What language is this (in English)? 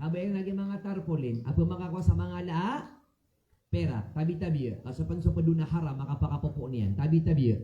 Maranao